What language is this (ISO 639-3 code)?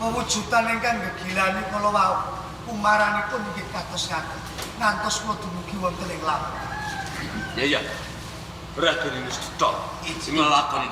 jav